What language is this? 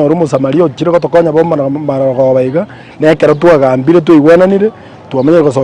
Gusii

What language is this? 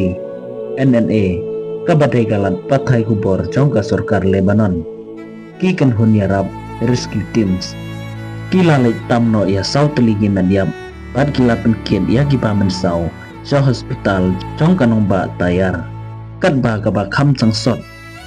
Khasi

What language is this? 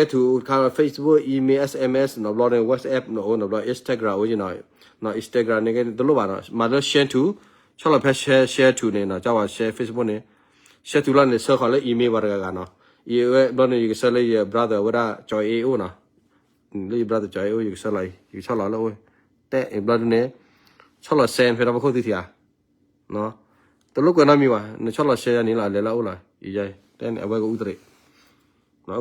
S'gaw Karen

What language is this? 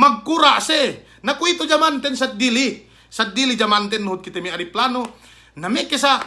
Yakan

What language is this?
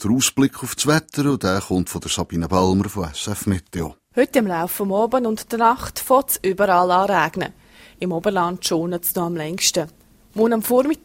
German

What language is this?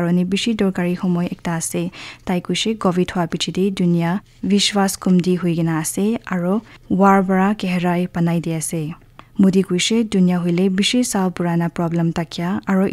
Naga Pidgin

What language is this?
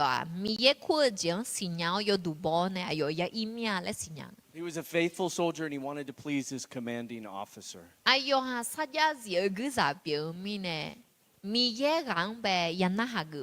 Akha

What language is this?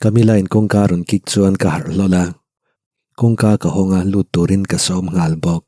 Mizo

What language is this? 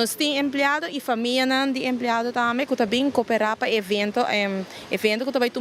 Papiamento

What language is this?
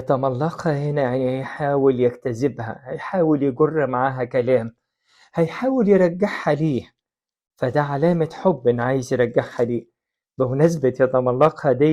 Egyptian Arabic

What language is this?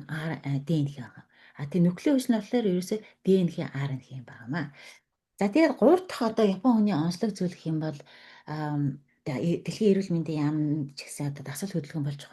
Mongolian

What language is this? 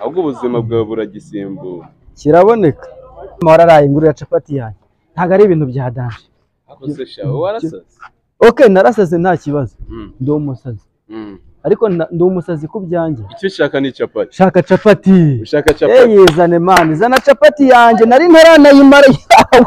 Kinyarwanda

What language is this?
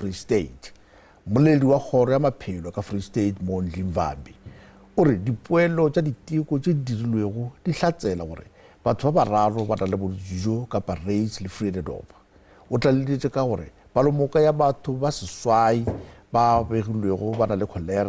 Northern Sotho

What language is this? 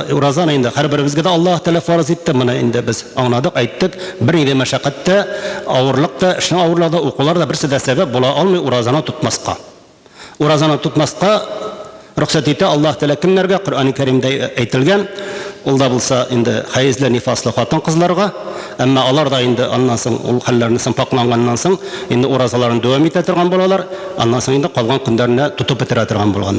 Tatar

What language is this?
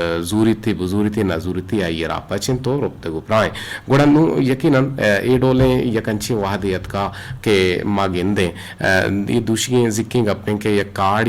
Eastern Balochi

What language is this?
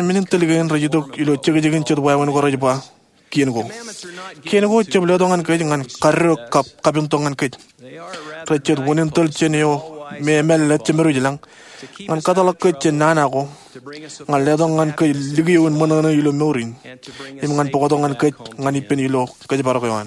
Marshallese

